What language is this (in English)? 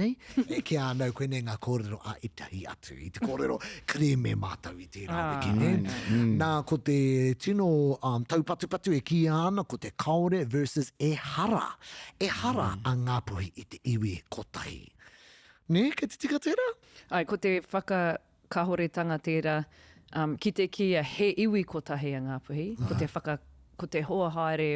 Māori